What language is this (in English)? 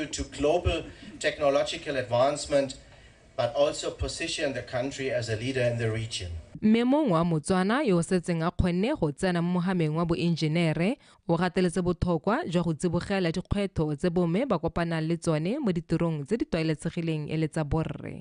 Tswana